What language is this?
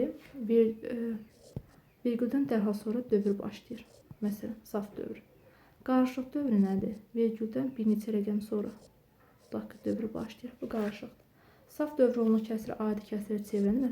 Azerbaijani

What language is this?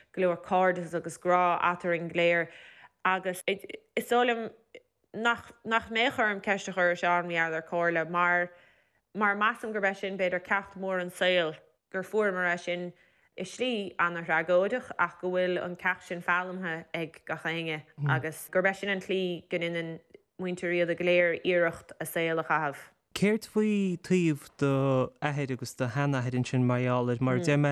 Irish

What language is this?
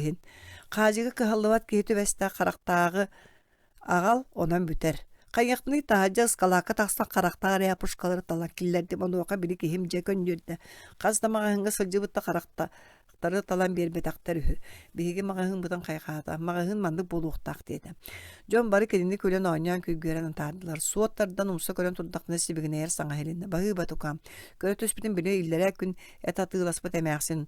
Yakut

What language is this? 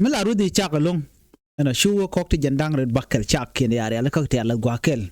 Nuer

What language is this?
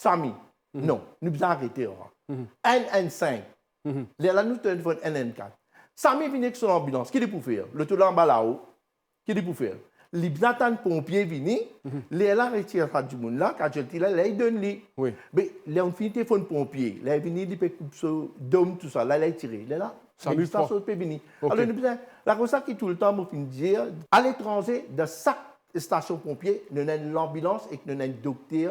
Morisyen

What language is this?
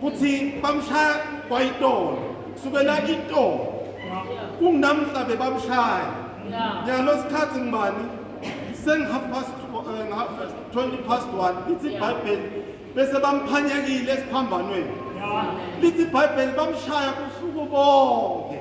Swati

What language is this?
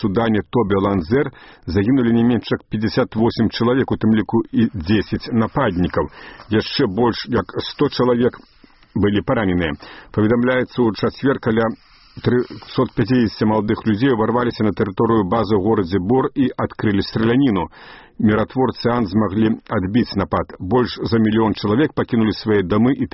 Belarusian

